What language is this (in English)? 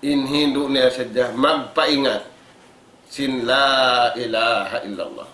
Tausug